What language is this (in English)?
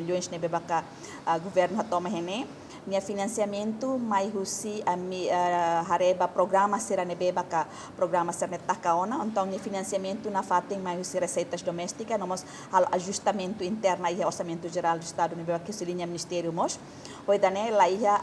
Tetum